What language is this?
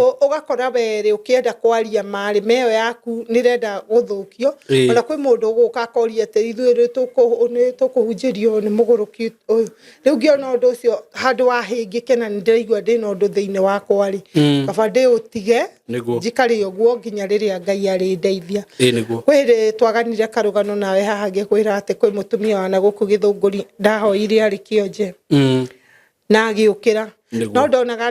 Kikuyu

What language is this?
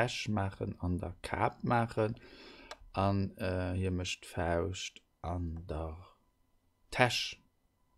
Luxembourgish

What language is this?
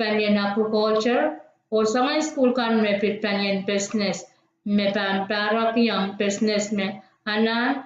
Pohnpeian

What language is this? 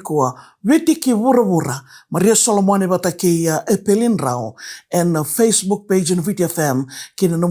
Fijian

